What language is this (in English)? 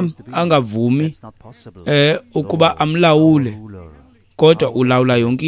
Xhosa